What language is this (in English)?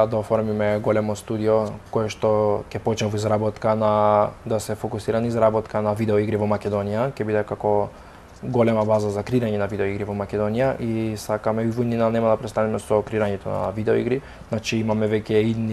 Macedonian